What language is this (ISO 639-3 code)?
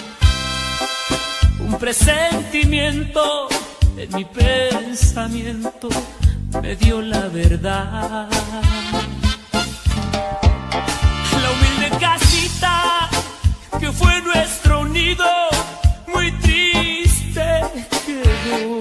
spa